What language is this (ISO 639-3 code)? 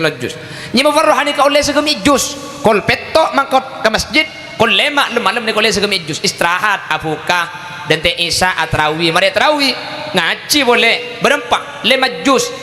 mad